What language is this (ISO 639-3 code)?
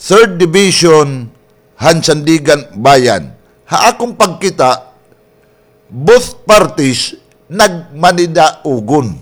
war